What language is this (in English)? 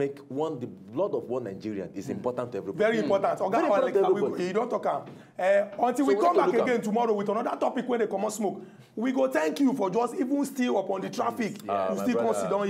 Nigerian Pidgin